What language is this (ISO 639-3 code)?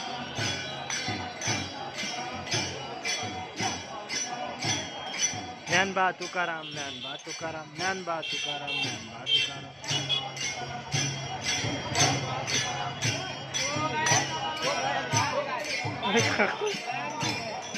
mar